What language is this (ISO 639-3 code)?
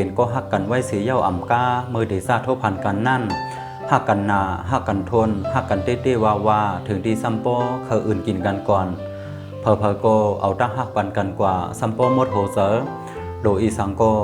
shn